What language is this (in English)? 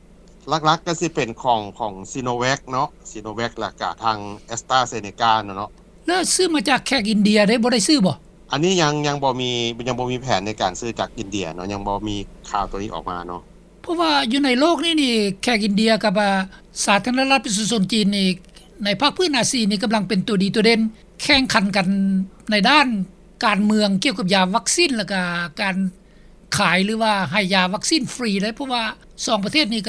Lao